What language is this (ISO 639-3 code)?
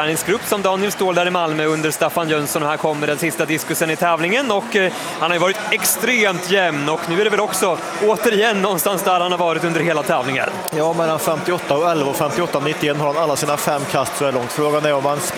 swe